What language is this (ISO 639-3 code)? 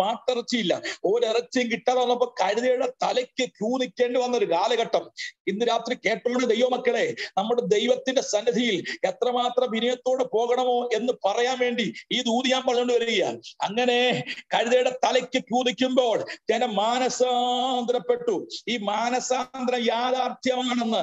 mal